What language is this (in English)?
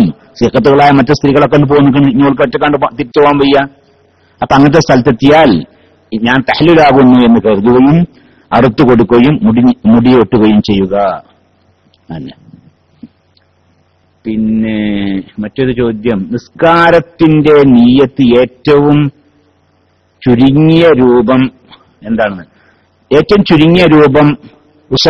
Malayalam